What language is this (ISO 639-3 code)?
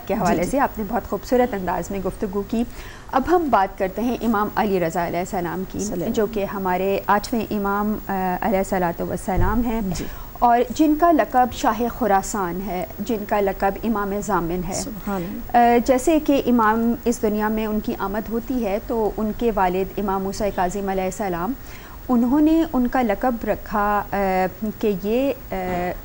urd